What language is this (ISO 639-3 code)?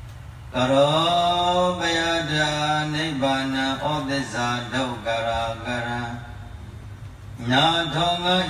mya